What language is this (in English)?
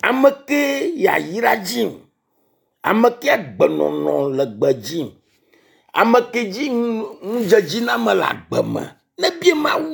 Ewe